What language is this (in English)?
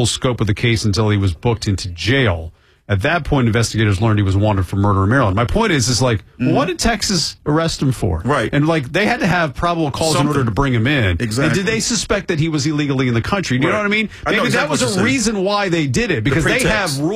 English